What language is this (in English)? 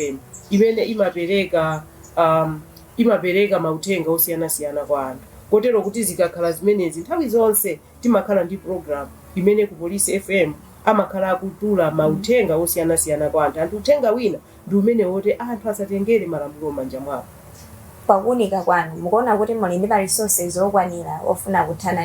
Nyanja